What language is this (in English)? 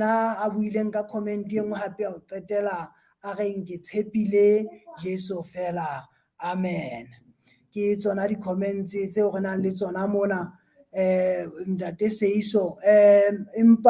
Southern Sotho